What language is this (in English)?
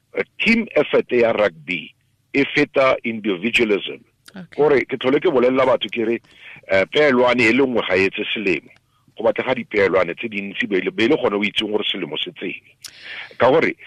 Tswana